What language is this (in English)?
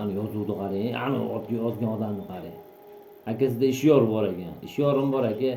Uzbek